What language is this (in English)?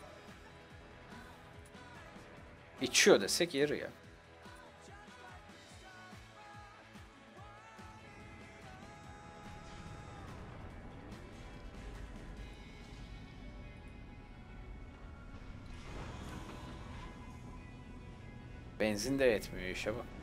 Turkish